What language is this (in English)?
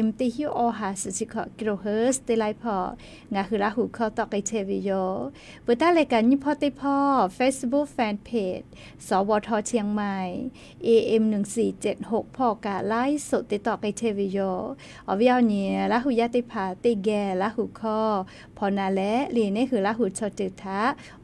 Lahu